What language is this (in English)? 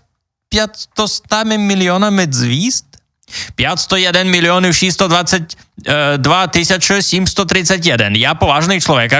Rusyn